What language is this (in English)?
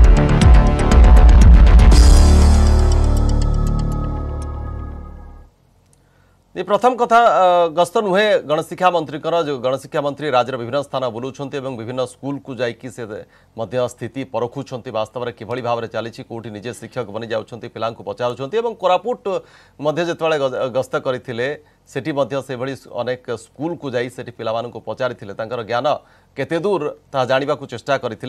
Odia